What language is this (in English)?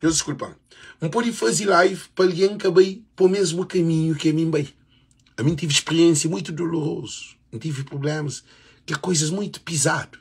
Kabuverdianu